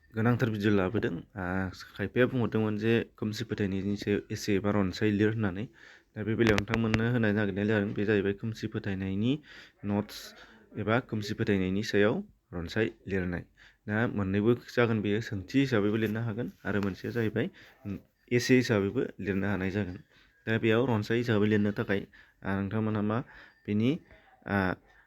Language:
Bodo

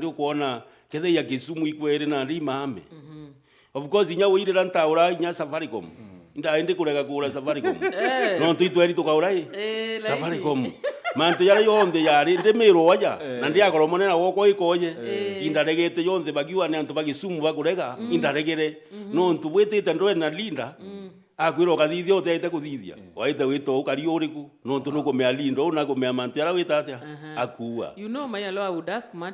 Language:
Meru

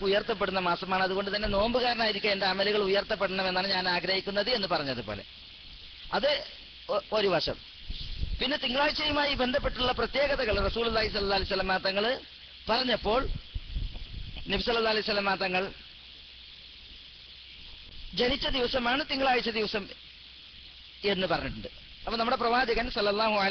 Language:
Malayalam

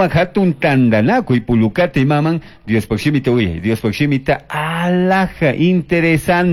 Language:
Chimborazo Highland Quichua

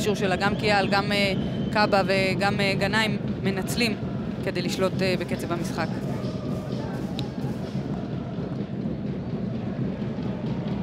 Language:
Hebrew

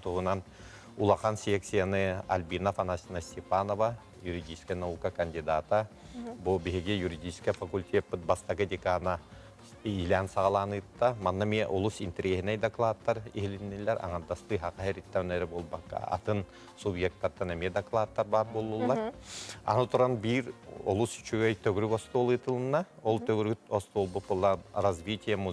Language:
Yakut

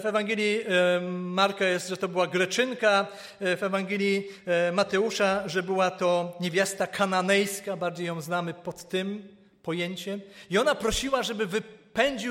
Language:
Polish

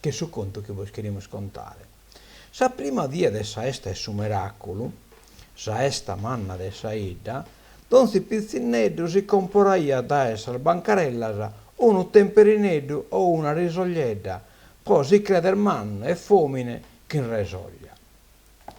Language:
Sardinian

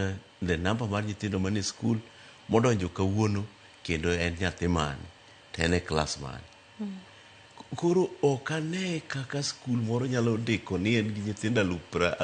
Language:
Luo (Kenya and Tanzania)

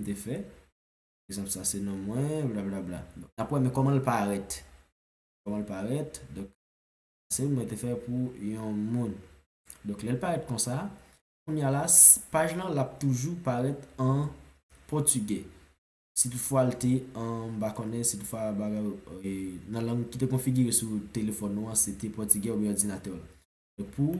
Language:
Haitian Creole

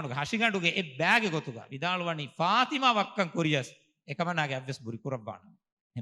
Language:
Divehi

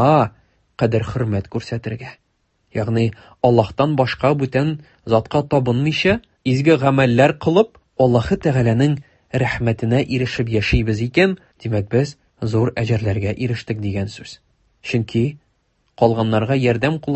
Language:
Tatar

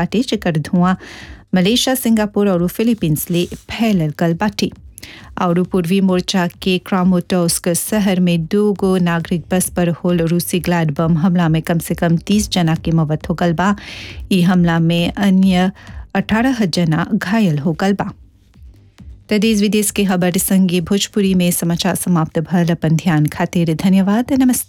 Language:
Bhojpuri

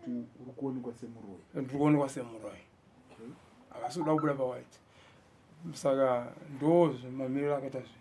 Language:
Shona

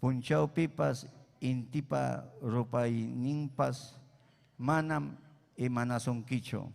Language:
Ayacucho Quechua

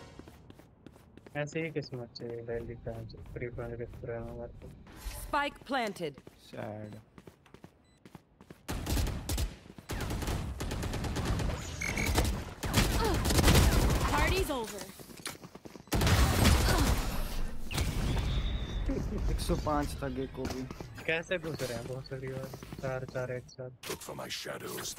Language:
Hindi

